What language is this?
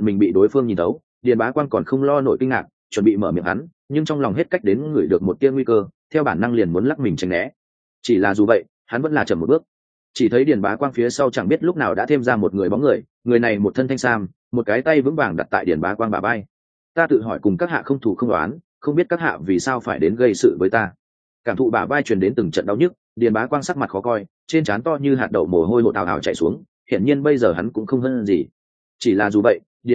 Vietnamese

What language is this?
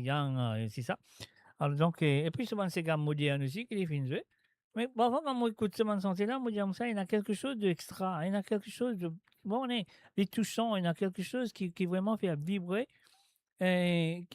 Morisyen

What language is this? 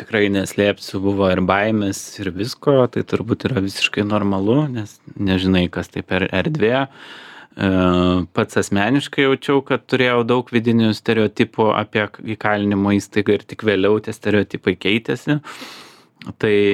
Lithuanian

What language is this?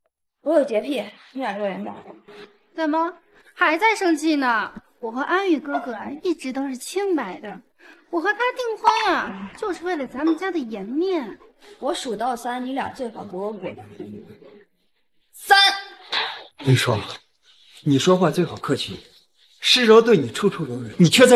Chinese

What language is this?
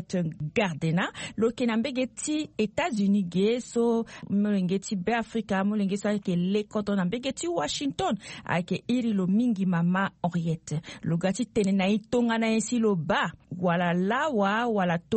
Sango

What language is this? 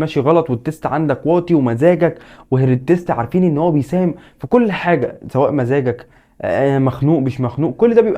Egyptian Arabic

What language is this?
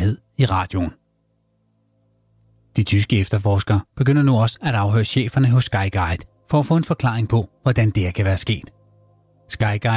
Danish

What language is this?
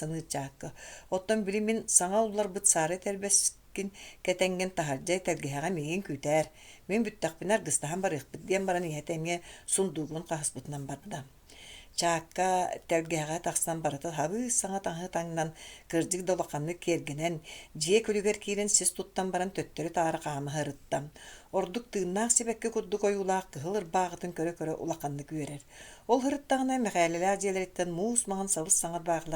Yakut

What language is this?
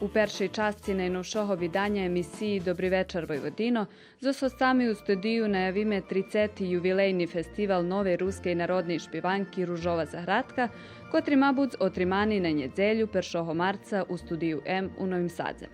Rusyn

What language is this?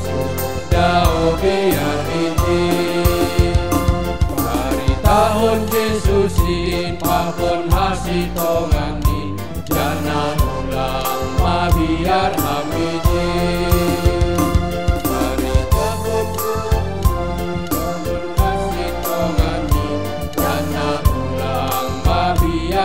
Batak Simalungun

